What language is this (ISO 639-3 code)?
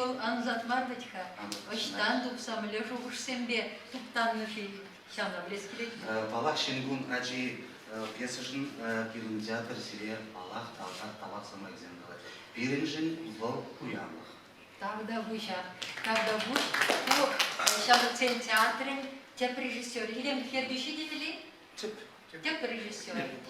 chv